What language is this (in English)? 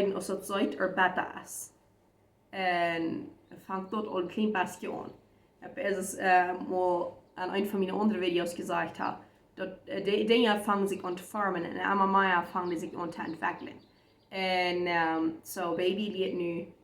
Plautdietsch